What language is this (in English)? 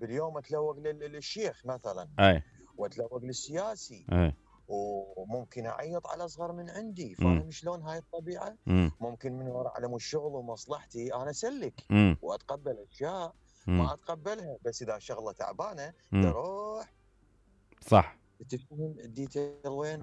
Mesopotamian Arabic